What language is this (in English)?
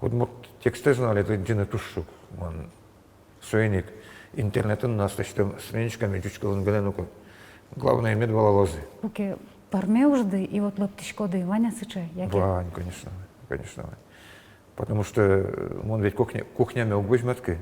Udmurt